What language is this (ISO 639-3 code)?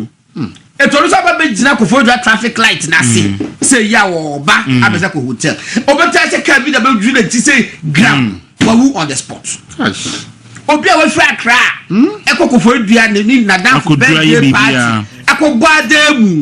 aka